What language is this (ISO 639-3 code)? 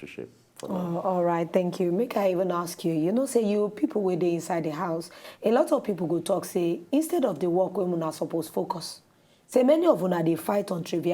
pcm